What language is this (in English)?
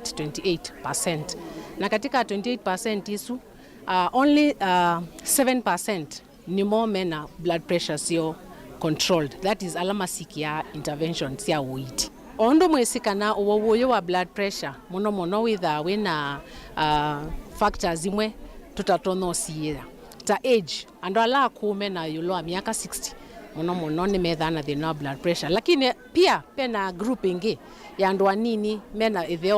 Kamba